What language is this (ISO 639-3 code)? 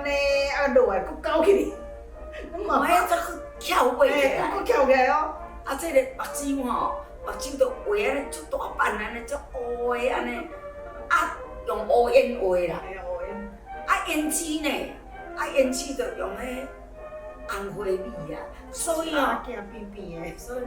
nan